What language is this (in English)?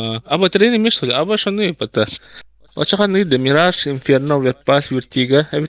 Yakut